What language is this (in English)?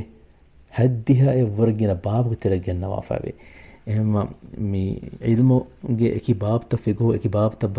Divehi